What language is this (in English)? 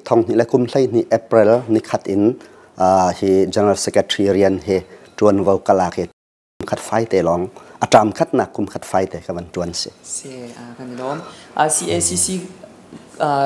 Hakha Chin